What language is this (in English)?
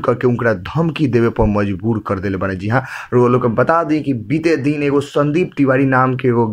Bhojpuri